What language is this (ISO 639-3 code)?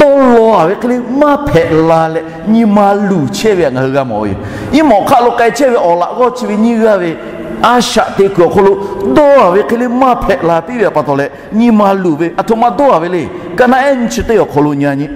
lhu